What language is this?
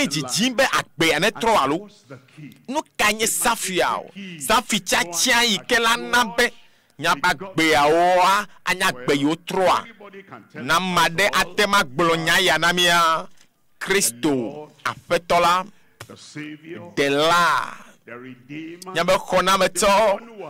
Ewe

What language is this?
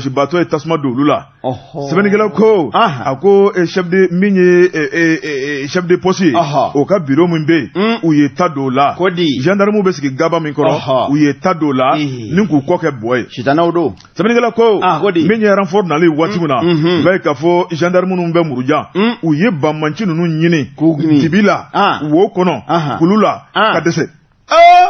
Bambara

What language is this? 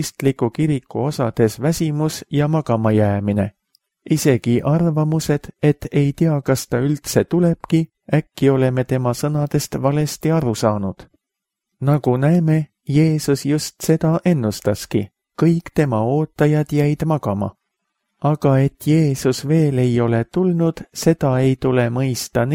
Estonian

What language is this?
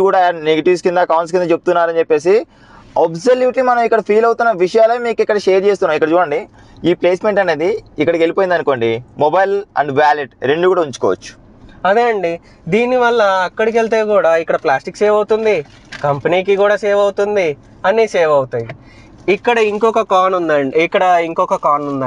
Telugu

